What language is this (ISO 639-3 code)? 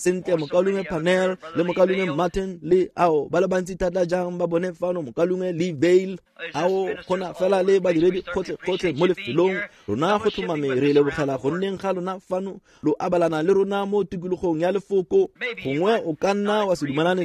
tsn